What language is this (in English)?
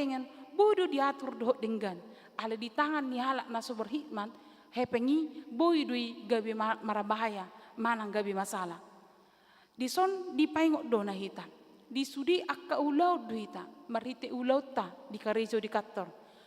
Batak Toba